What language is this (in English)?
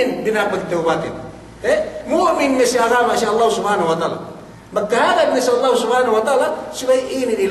Yakan